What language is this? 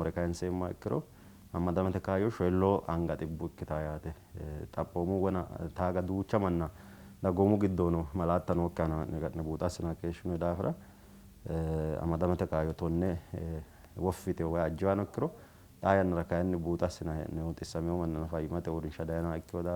Sidamo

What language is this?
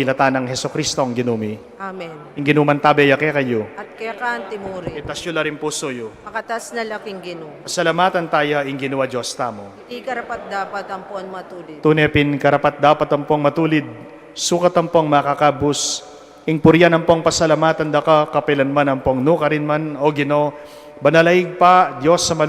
Pampanga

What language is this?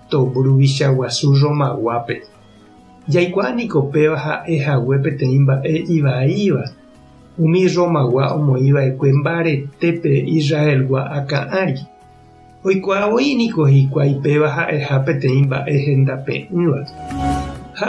Guarani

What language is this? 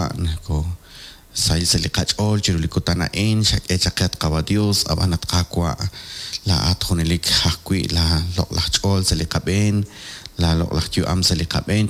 Kekchí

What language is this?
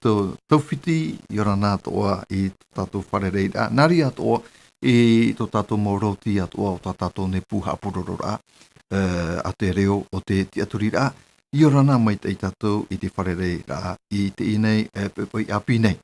Tahitian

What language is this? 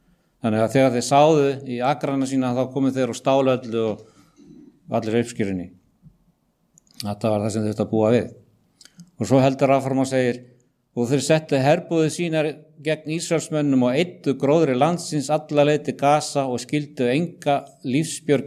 Icelandic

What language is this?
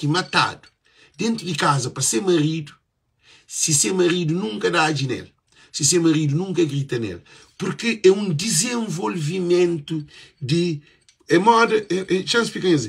Kabuverdianu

